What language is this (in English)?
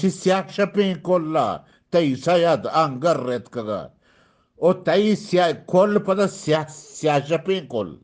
Eastern Balochi